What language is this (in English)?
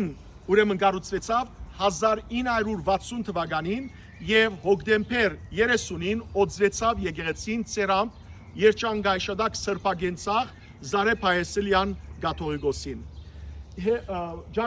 Western Armenian